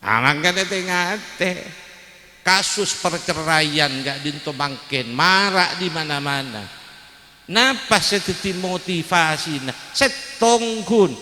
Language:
Madurese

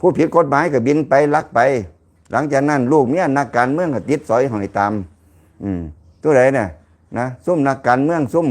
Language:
Lao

